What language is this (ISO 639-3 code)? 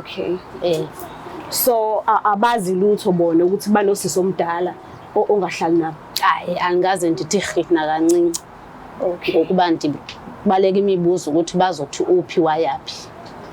zul